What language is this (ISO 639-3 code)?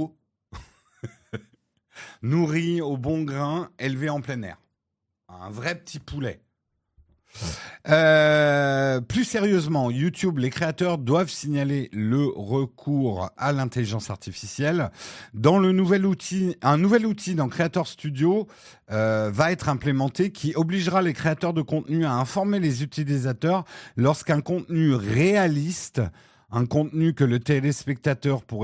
fra